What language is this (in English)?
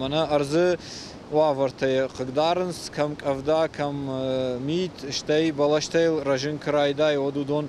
Ossetic